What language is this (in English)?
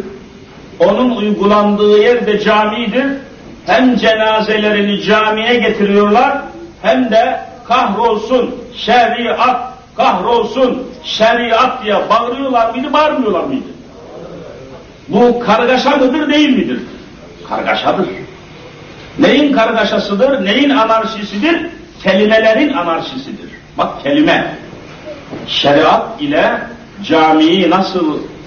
Turkish